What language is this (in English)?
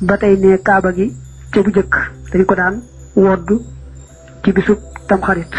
Wolof